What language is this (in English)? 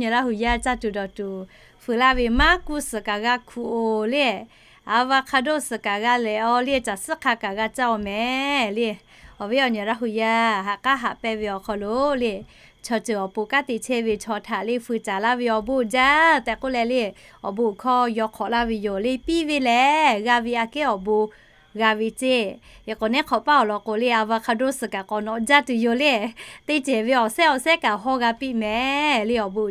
Lahu